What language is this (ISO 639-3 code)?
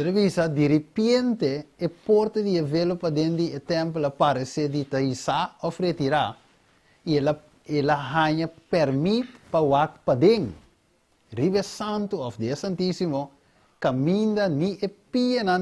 pap